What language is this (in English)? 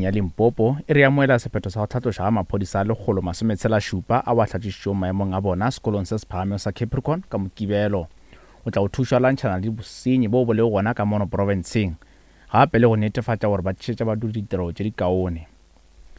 Northern Sotho